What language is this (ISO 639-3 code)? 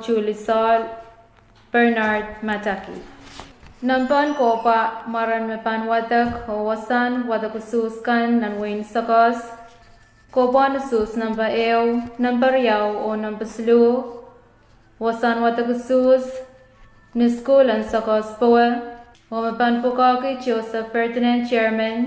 pon